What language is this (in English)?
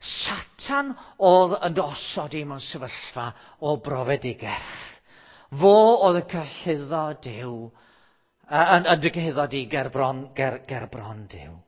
Welsh